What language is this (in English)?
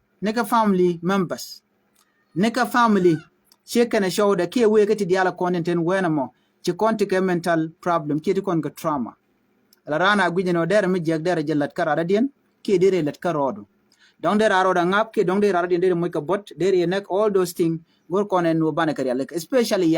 Nuer